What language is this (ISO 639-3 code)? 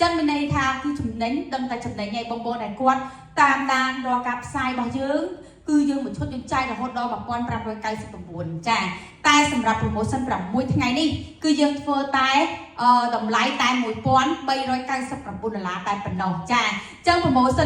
khm